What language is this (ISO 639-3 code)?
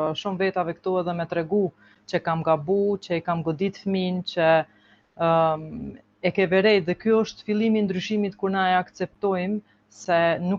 sqi